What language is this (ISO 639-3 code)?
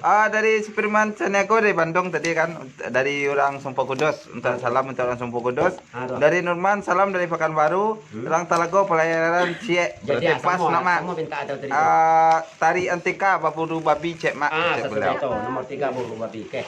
min